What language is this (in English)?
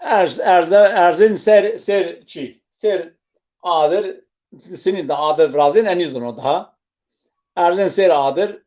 Zaza